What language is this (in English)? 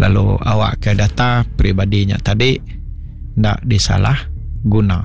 Iban